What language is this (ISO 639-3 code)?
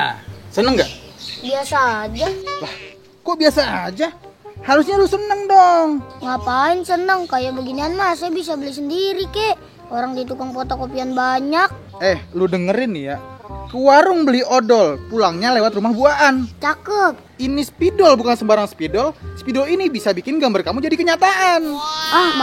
bew